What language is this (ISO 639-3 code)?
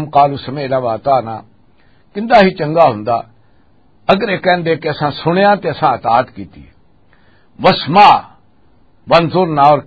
lah